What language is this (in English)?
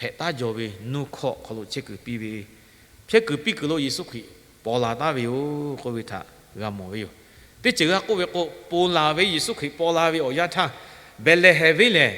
Lahu